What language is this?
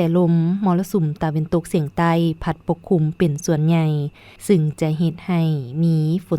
Lao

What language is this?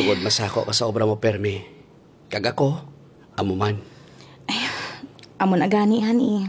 Hiligaynon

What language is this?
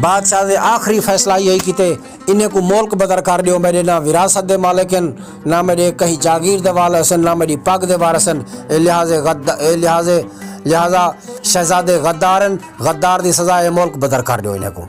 Saraiki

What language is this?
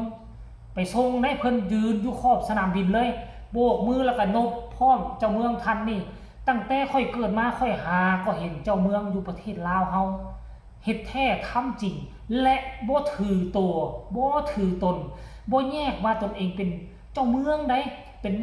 Lao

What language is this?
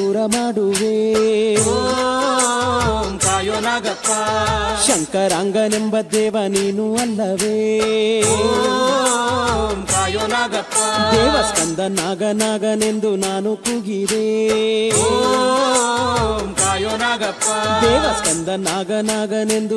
Kannada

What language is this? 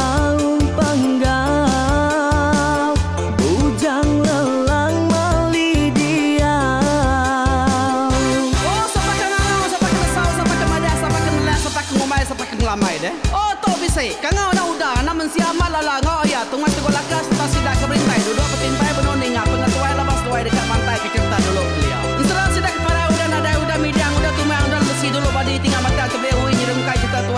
Iban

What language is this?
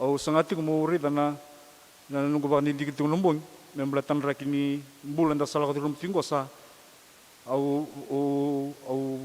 Fijian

